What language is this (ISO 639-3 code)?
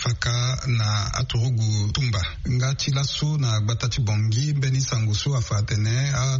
sag